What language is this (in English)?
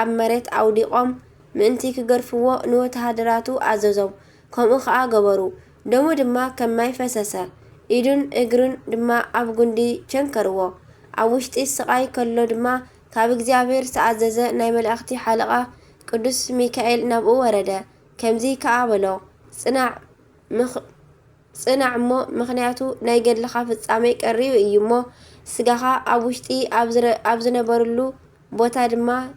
Tigrinya